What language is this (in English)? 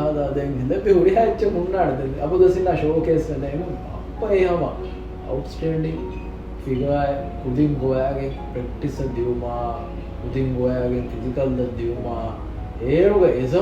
Divehi